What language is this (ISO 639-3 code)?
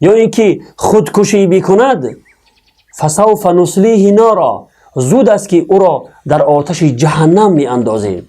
tgk